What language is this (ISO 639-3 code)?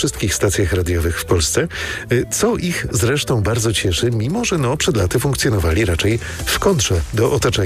pol